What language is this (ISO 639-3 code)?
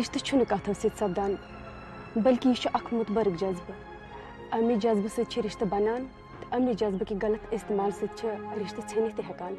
kas